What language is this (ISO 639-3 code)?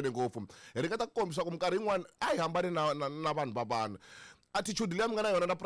tso